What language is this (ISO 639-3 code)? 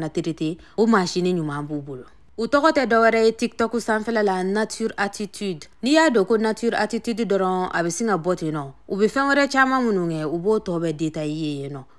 bam